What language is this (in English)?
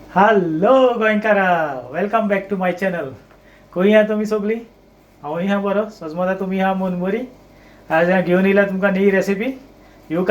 Konkani